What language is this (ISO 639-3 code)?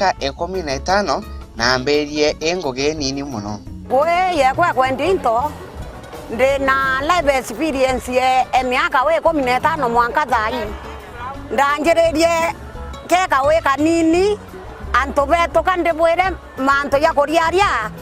mer